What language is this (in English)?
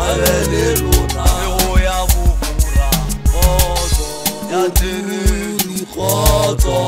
Northern Sotho